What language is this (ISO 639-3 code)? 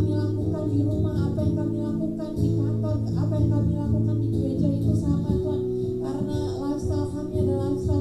ind